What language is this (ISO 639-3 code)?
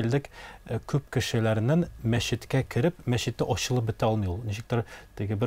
tat